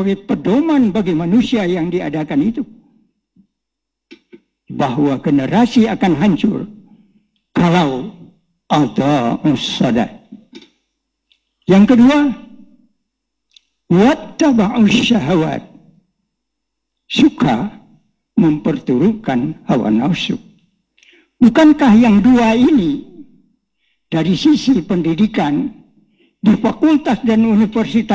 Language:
Indonesian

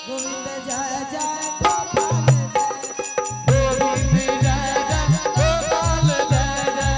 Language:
Angika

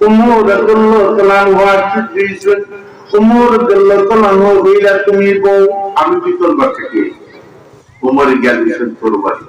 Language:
Sylheti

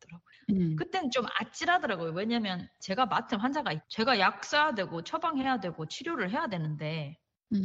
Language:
Korean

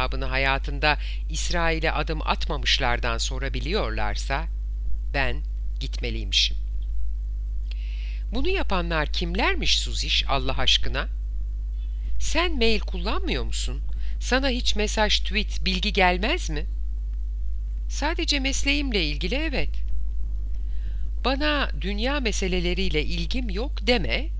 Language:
Turkish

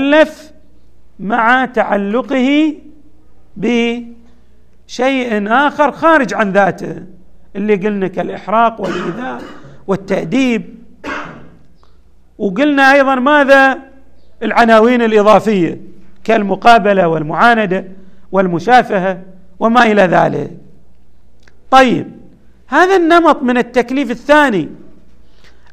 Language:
Arabic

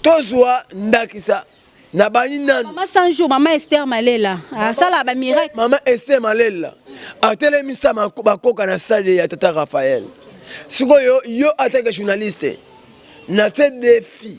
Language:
Lingala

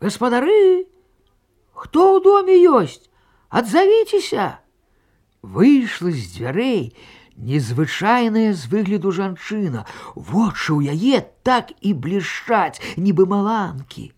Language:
Belarusian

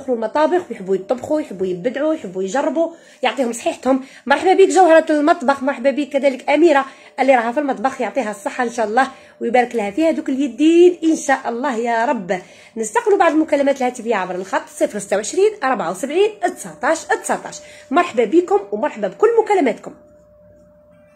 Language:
Algerian Arabic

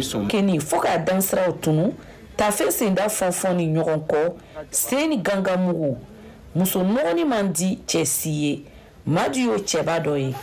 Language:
Bambara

